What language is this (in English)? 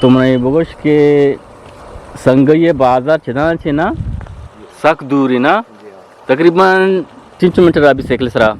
Eastern Balochi